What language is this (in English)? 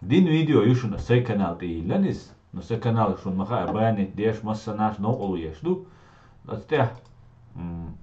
Chechen